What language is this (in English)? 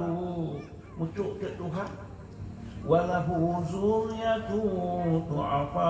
Achinese